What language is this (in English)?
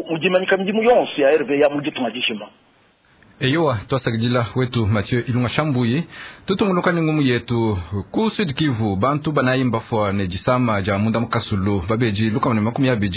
Luba-Lulua